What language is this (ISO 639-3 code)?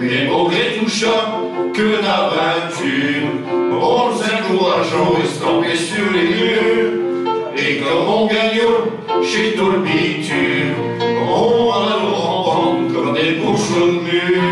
pcd